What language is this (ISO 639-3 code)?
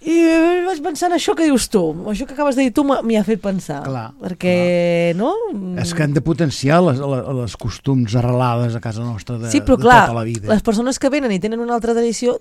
cat